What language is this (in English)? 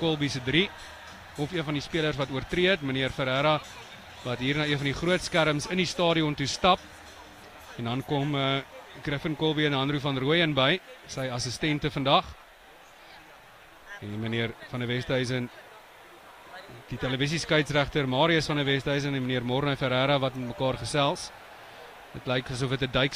Afrikaans